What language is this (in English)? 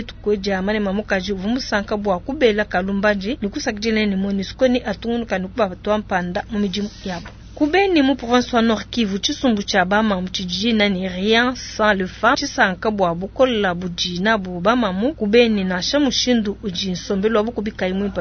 Luba-Lulua